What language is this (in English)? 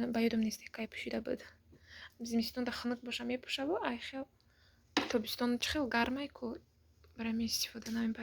Tajik